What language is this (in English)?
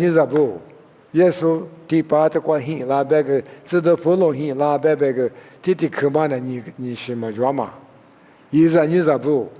Lisu